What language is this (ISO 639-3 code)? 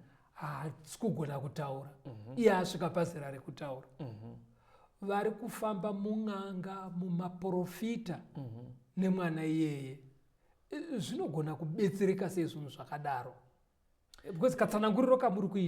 sna